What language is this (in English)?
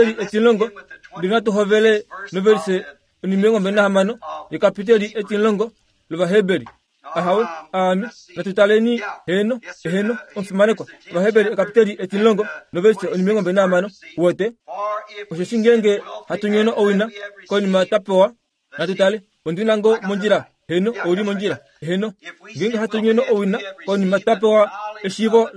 Kuanyama